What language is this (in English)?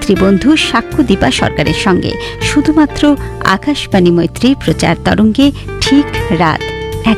Bangla